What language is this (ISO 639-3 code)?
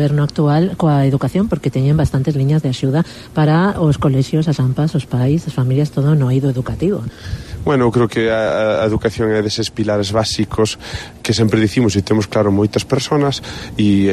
glg